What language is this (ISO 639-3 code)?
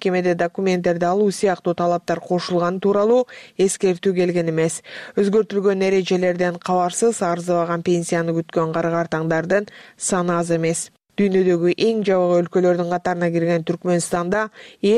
kir